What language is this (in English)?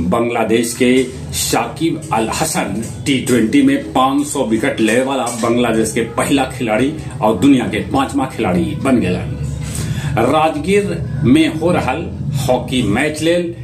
Magahi